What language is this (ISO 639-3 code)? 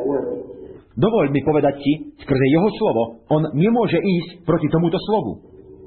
slk